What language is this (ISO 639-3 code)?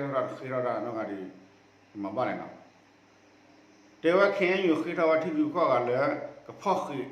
ksw